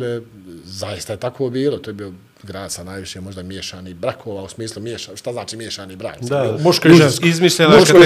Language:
Bosnian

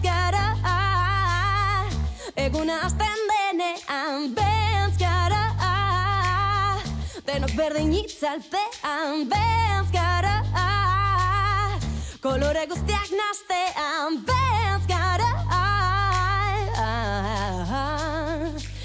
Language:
Basque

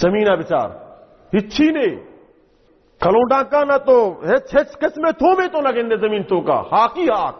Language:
Baluchi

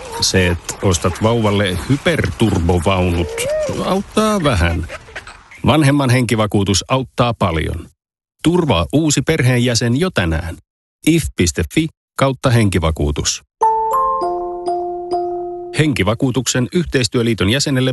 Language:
Finnish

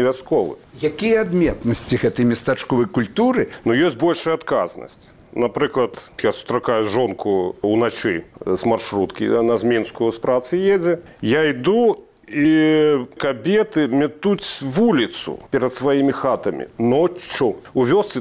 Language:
Belarusian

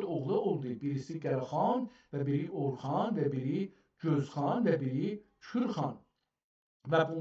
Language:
South Azerbaijani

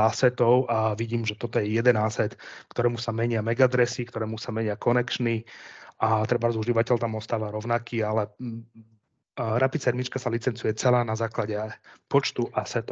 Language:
Slovak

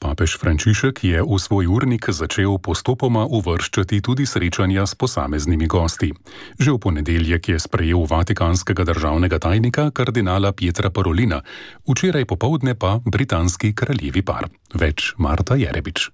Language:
Slovenian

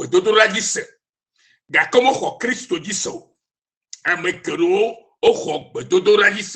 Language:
Ewe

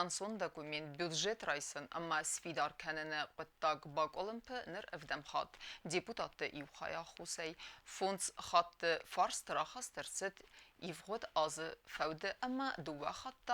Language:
Ossetic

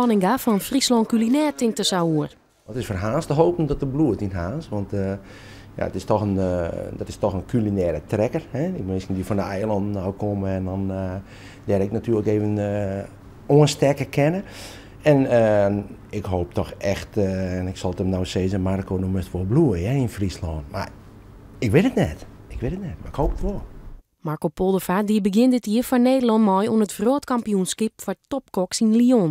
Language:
Western Frisian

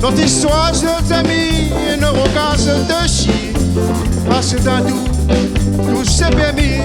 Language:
Réunion Creole French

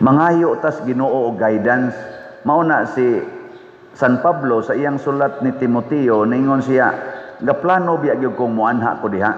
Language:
Cebuano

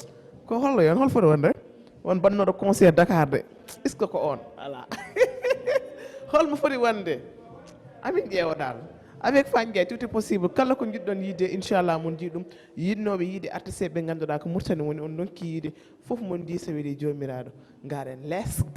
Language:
Fula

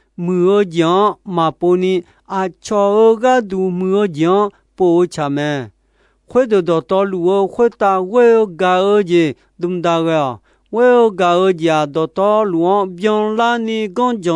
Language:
Akha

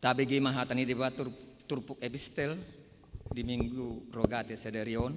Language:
Batak Toba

